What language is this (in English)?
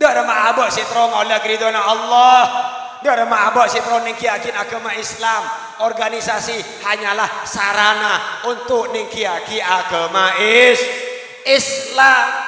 Madurese